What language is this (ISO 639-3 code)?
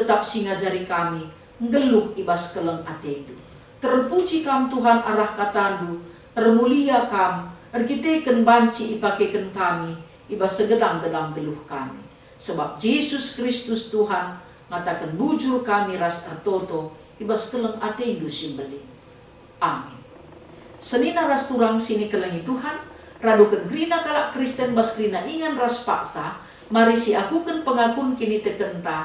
btx